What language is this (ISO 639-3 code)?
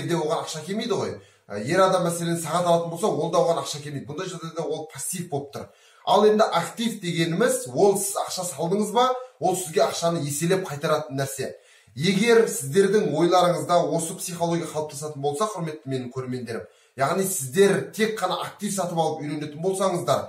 kaz